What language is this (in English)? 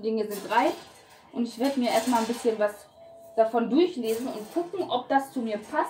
German